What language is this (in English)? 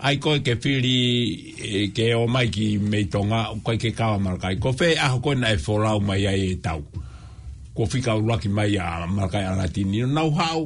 Tongan